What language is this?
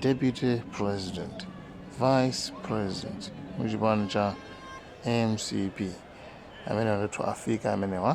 Nyanja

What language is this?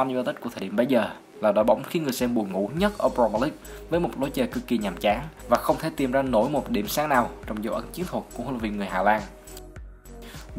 Vietnamese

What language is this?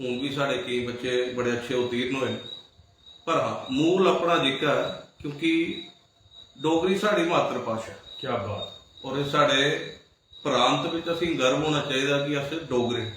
Dogri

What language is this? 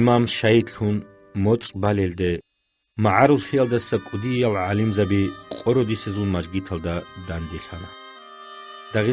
Avaric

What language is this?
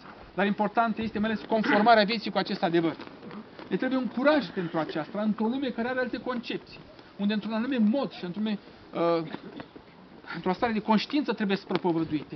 Romanian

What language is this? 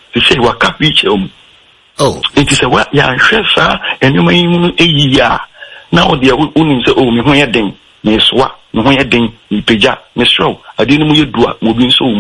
Akan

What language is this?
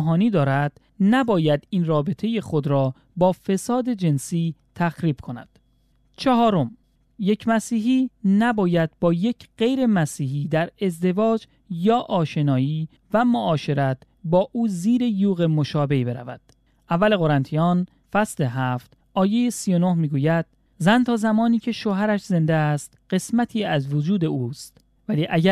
Persian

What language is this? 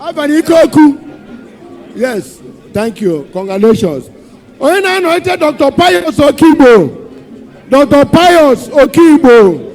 Igbo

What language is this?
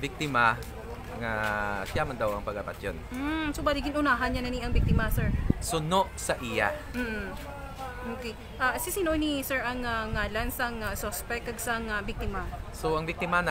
Hiligaynon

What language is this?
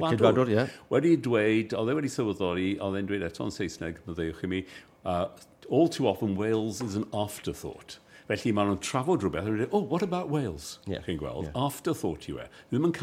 Welsh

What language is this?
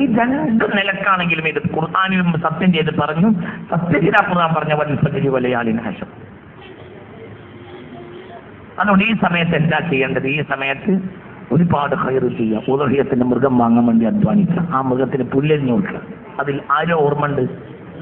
Malayalam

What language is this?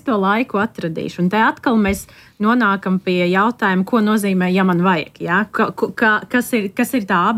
Latvian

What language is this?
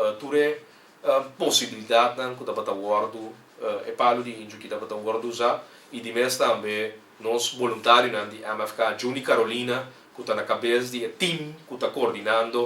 Papiamento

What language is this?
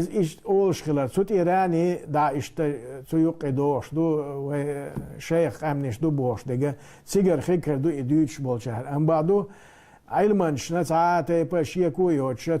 Chechen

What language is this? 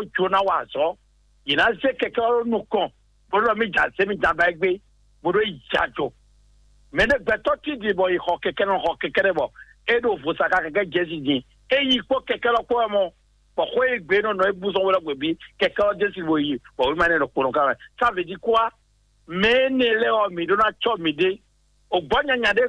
Fon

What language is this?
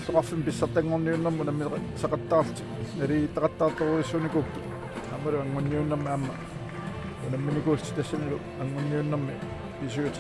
Kalaallisut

